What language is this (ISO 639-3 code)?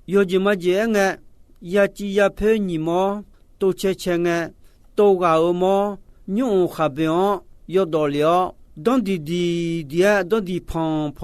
ahk